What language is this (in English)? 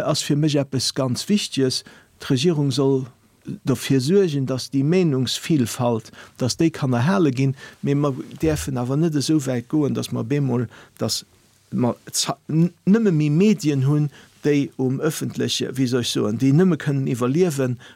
Luxembourgish